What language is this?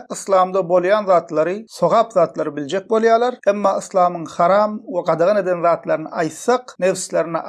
Turkmen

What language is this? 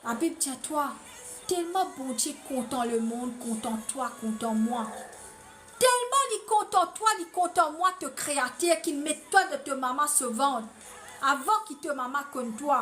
Morisyen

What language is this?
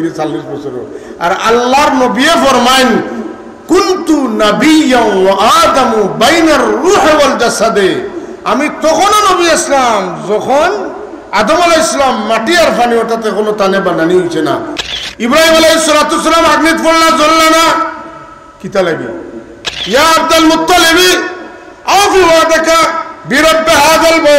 Sylheti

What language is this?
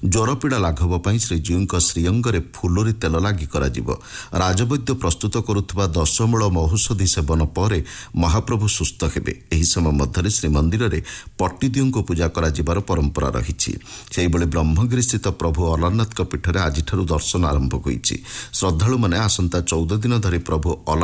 Odia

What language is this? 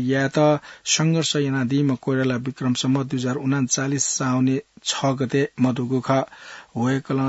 Newari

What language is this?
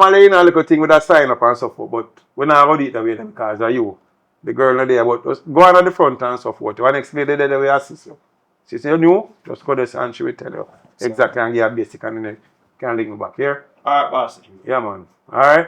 Jamaican Creole English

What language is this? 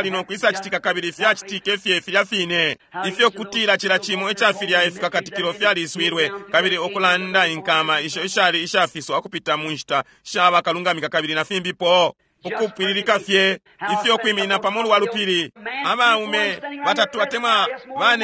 Bemba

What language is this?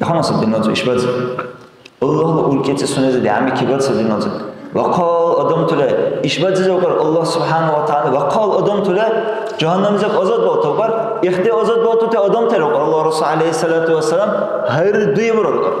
Dargwa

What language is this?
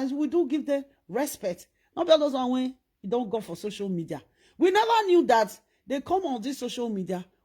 Nigerian Pidgin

